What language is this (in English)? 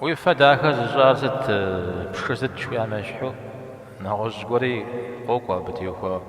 Kabardian